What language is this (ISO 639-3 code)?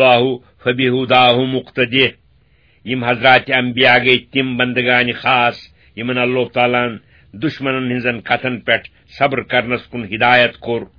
kas